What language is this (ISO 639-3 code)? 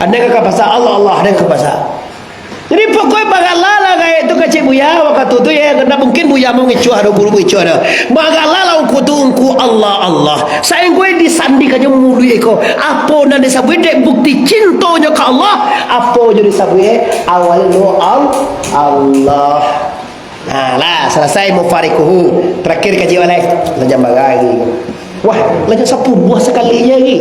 min